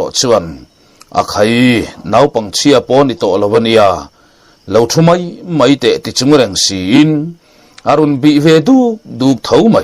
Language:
Mizo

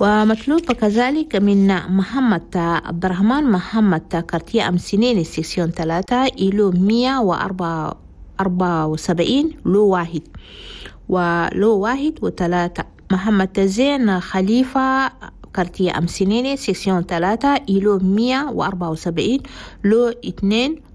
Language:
Chadian Arabic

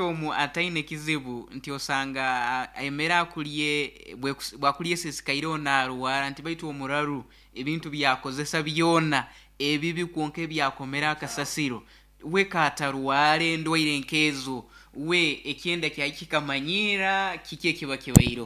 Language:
Nyoro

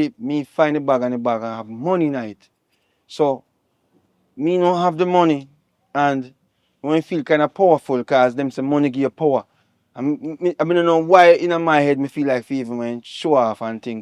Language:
Jamaican Creole English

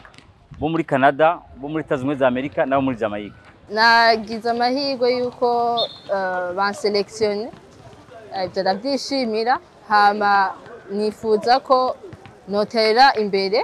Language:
Rundi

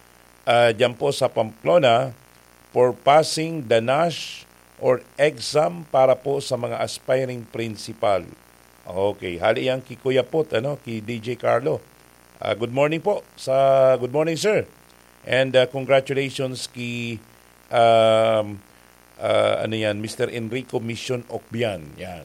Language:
Bikol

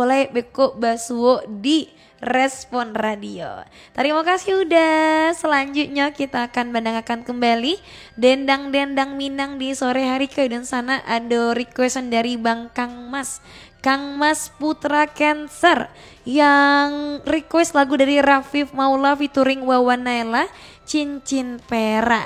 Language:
Minangkabau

